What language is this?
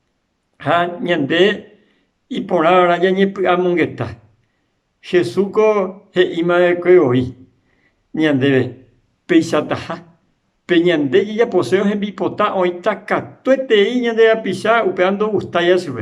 Guarani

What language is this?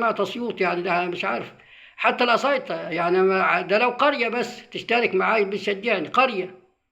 Egyptian Arabic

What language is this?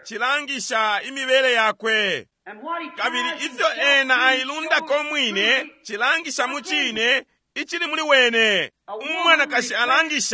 Bemba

